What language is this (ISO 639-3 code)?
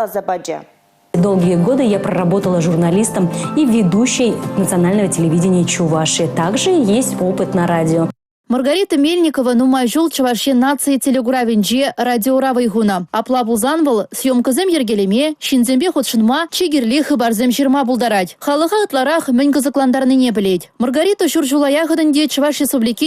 chv